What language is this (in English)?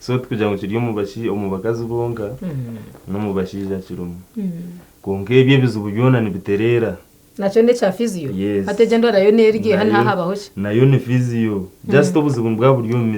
Nyankole